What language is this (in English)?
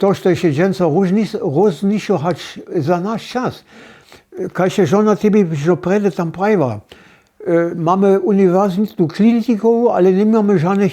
Upper Sorbian